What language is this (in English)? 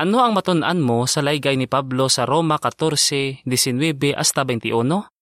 Hiligaynon